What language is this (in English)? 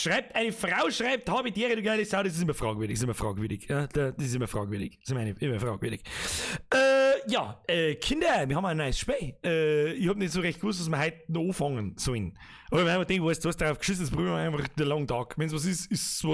Bavarian